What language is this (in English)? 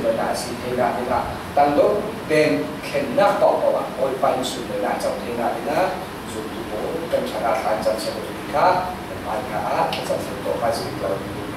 Falam Chin